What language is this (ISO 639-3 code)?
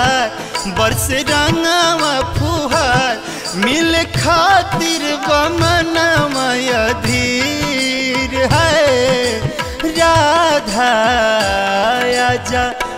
bho